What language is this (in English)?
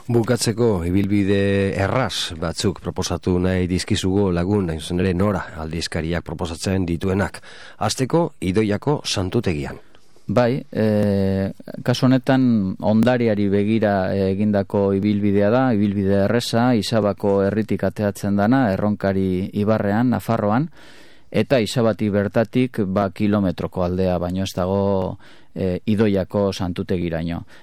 Basque